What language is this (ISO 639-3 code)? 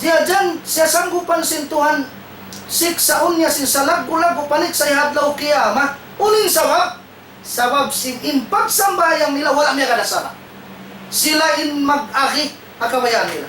tsg